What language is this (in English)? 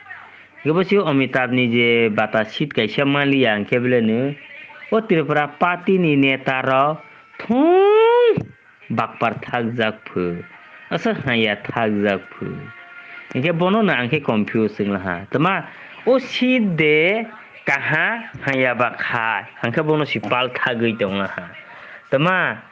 Kok Borok